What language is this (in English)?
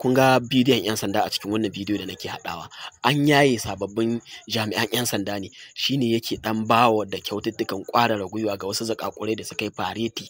Hausa